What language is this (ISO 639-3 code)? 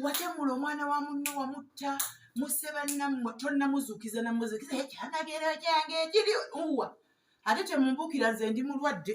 lug